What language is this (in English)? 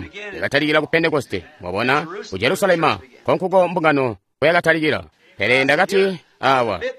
Tonga (Zambia)